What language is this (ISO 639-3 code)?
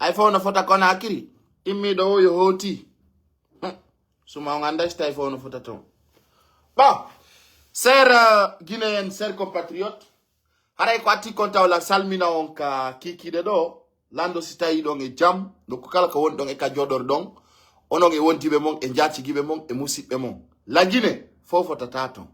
fuf